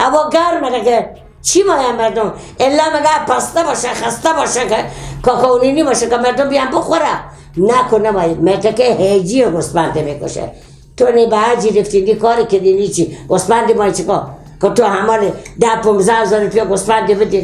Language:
Persian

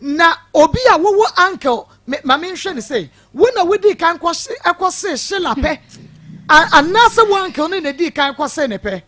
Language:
Akan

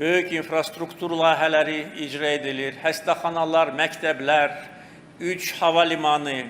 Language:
Azerbaijani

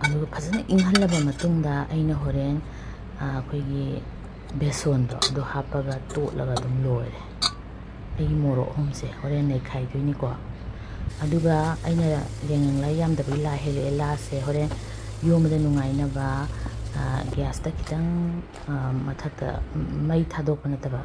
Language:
Manipuri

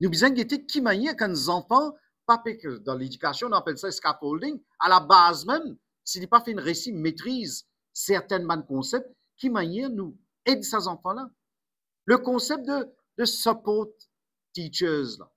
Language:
Morisyen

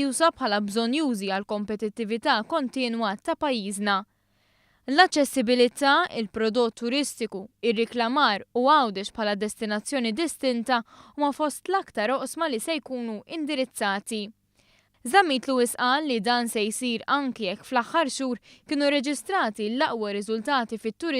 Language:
Maltese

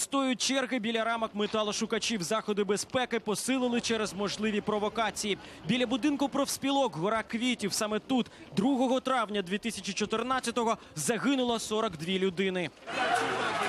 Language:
Ukrainian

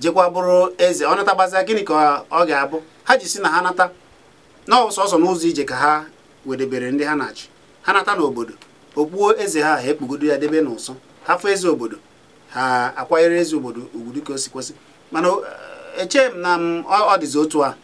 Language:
Igbo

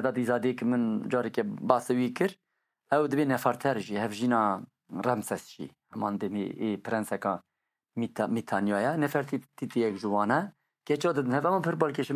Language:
Kurdish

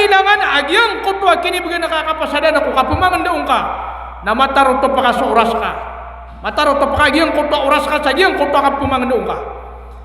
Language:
Maranao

